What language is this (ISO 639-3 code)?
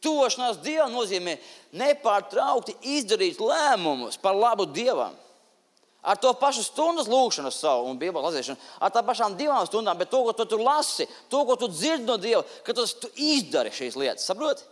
lav